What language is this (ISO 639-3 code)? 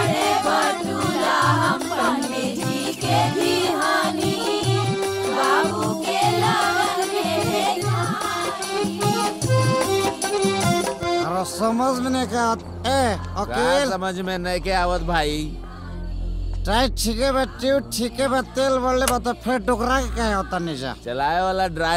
bho